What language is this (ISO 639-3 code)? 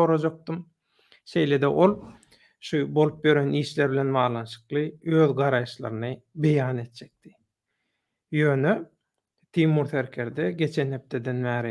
tuk